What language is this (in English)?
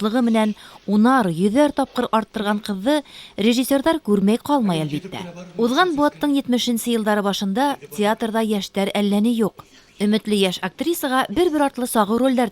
Bashkir